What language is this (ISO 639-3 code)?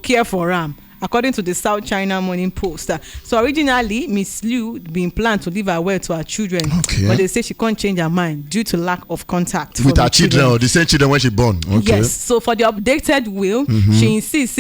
pcm